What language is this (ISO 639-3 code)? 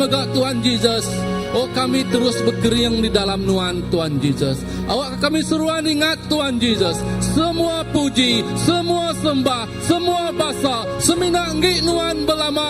iba